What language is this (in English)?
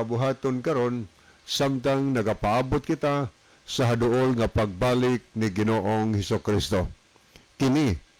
Cebuano